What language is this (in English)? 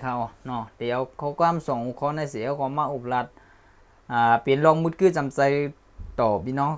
Shan